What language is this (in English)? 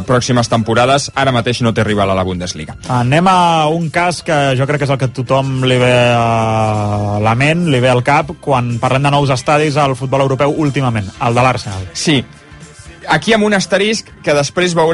Catalan